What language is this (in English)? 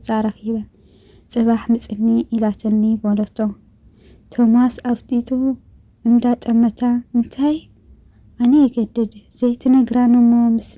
Tigrinya